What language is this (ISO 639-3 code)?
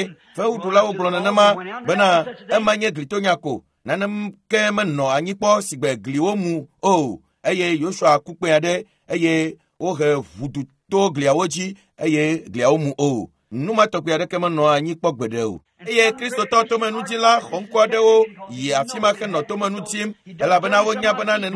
ewe